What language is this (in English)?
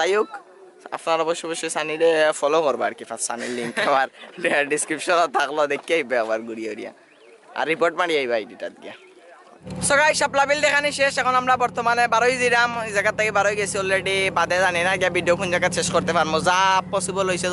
Sylheti